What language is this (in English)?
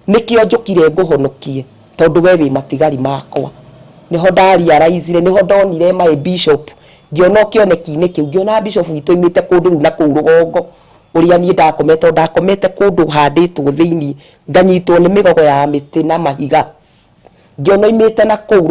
Kikuyu